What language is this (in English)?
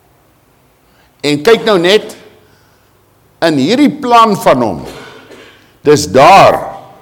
Afrikaans